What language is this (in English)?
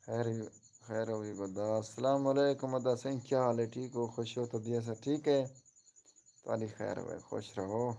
Saraiki